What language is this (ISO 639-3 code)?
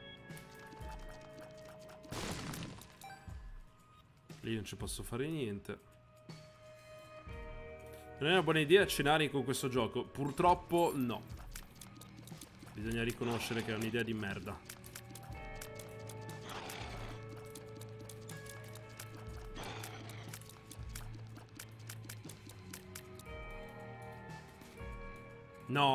ita